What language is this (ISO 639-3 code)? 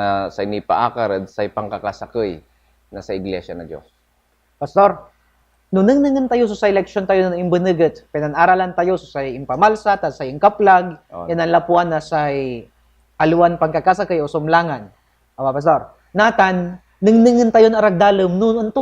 pag